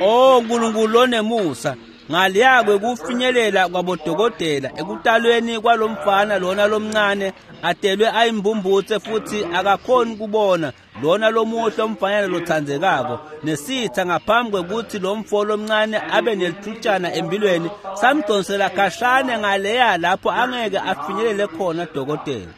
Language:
Swati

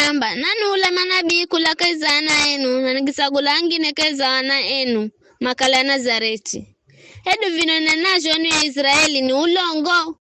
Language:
Giryama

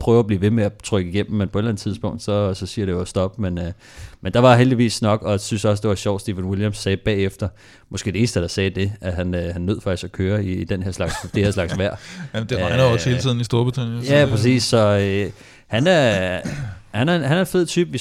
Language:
Danish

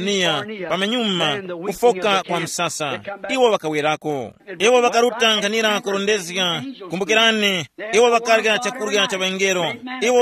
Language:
Tumbuka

